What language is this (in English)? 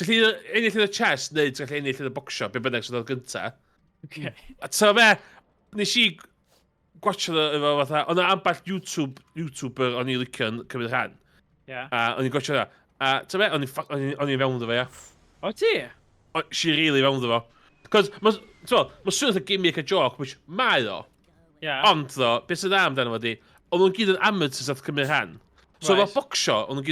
Welsh